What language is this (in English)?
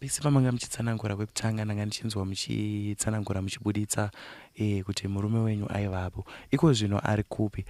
Shona